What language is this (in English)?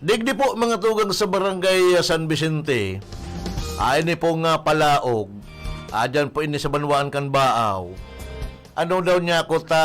Bikol